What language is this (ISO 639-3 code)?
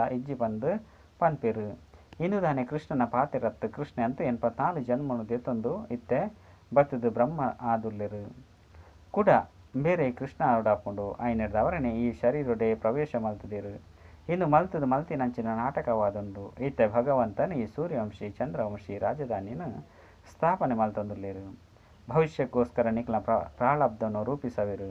tcy